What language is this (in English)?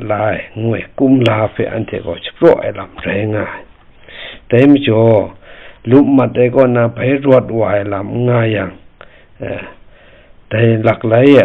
Kachin